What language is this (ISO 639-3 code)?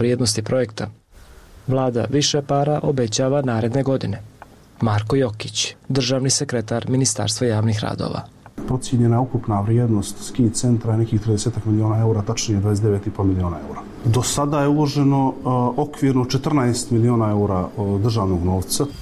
srp